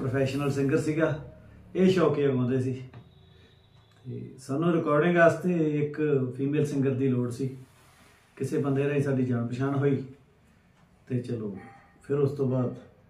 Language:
Punjabi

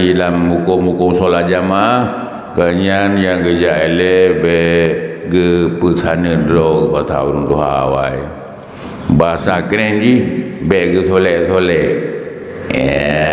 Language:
Achinese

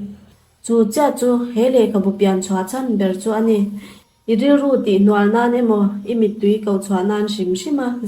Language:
Mizo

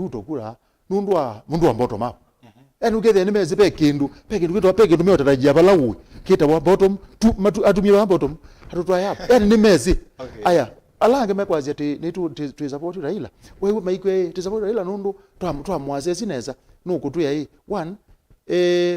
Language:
Kamba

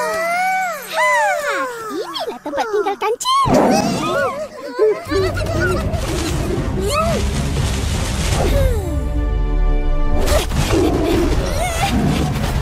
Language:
Malay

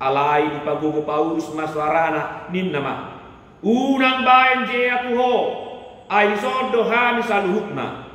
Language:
Batak Toba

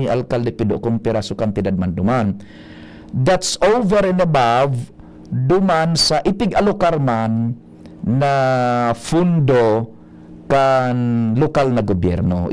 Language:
Bikol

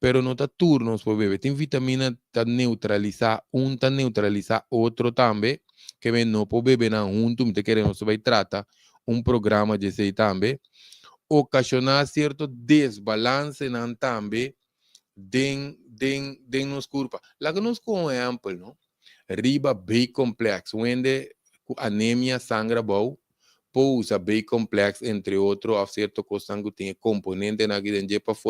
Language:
Papiamento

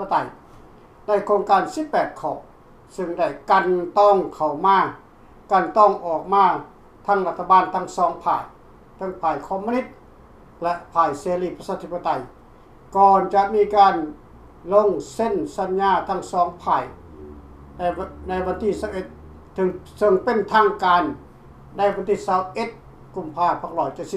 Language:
Lao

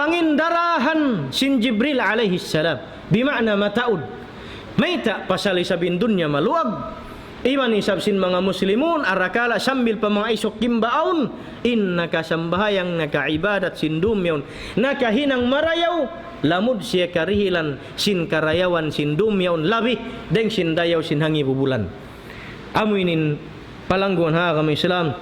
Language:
Tausug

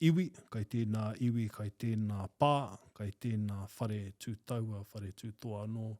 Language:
Māori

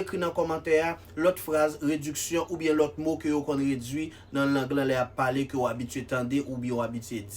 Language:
Haitian Creole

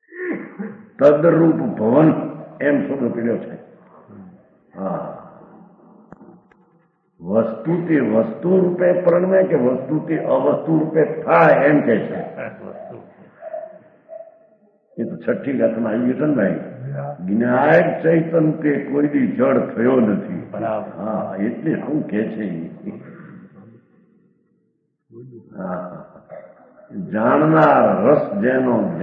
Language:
Gujarati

